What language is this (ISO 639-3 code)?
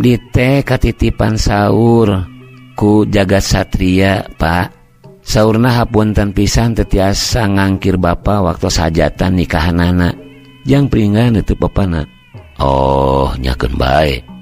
sun